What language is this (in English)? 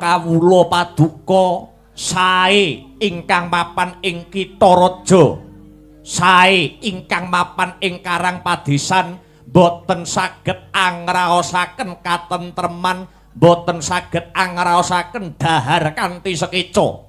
Javanese